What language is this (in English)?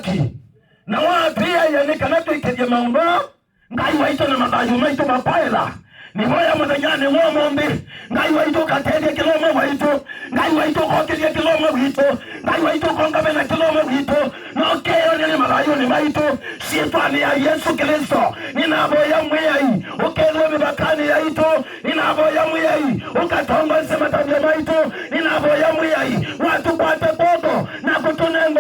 Kamba